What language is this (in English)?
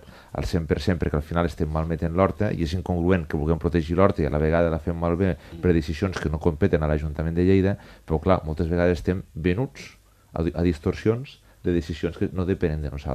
Catalan